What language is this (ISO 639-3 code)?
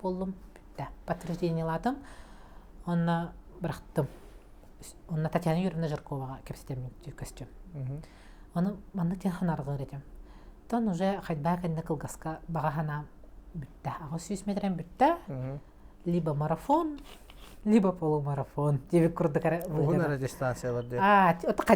sah